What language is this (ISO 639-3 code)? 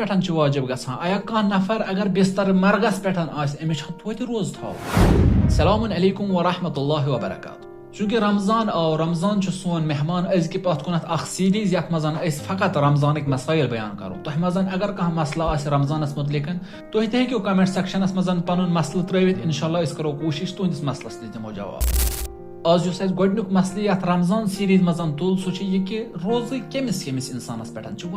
kas